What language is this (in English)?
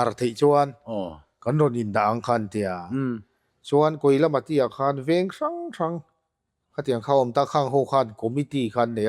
Mizo